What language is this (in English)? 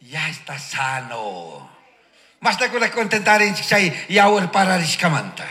Chimborazo Highland Quichua